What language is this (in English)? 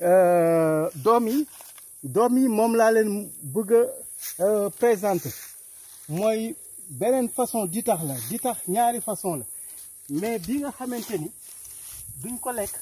Wolof